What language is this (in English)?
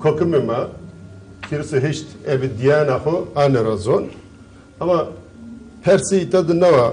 Zaza